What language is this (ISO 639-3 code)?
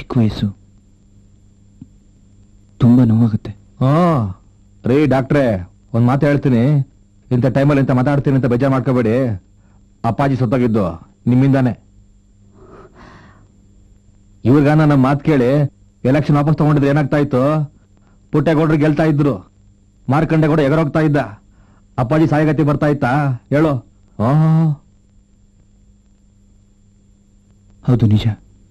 kan